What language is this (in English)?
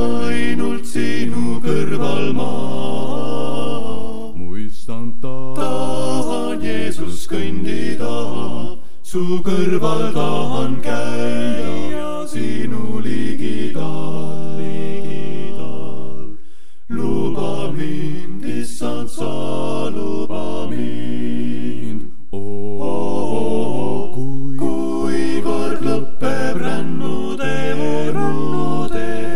Estonian